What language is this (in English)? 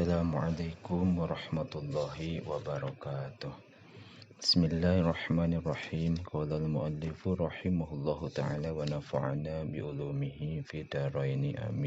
Sundanese